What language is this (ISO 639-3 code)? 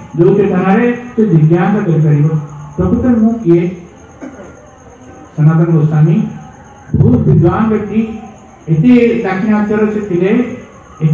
ori